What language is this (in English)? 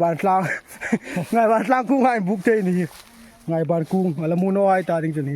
Hmar